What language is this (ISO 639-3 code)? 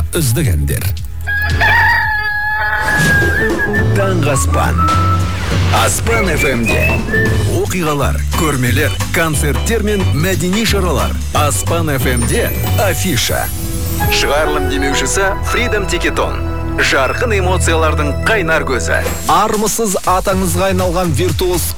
kaz